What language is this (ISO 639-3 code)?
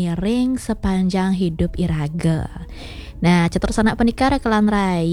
ban